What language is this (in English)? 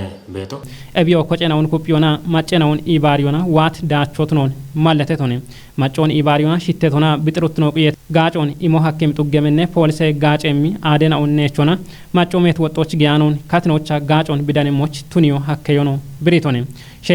Kafa